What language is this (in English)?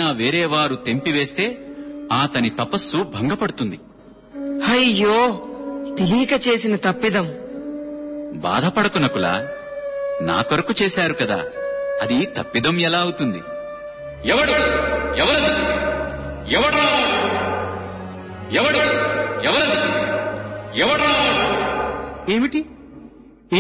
Telugu